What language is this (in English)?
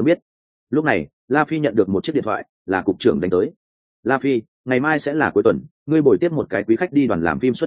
Vietnamese